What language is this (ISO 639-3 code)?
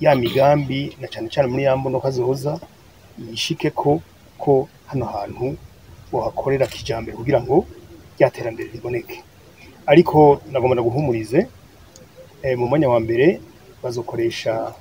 run